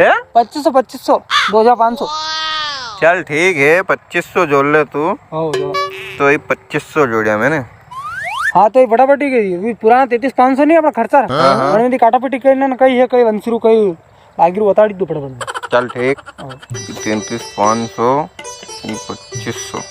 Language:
Rajasthani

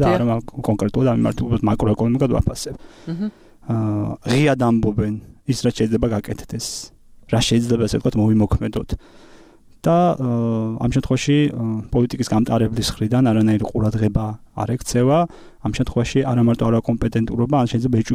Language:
Georgian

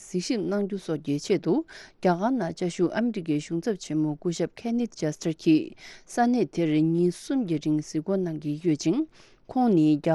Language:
Tibetan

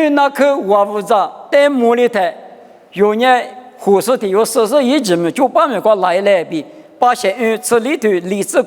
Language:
Lisu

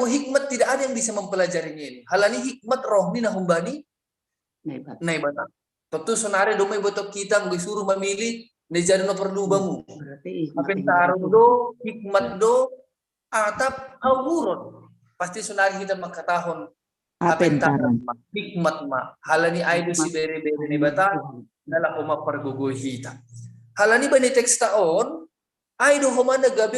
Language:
Batak Simalungun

